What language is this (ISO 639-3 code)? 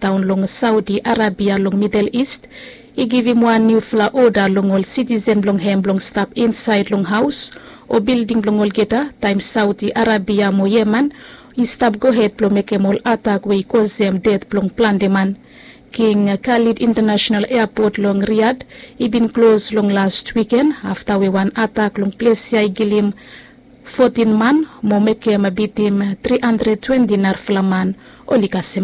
bis